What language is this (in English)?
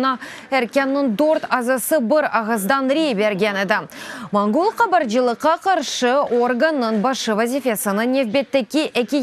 Crimean Tatar